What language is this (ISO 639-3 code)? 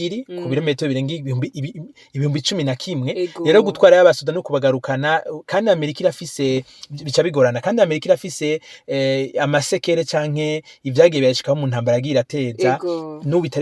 run